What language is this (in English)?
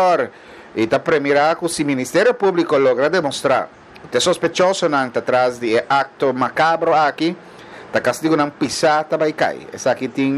Papiamento